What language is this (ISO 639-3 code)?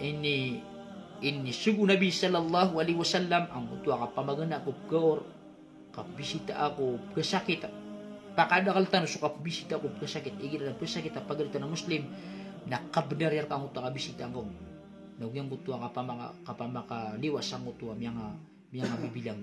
mrw